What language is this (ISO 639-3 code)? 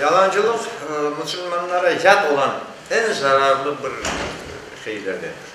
crh